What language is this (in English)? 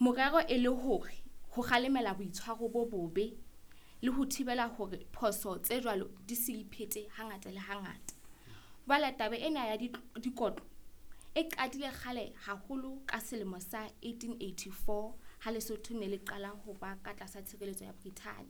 Southern Sotho